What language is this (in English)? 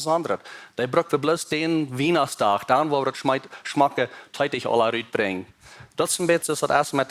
Plautdietsch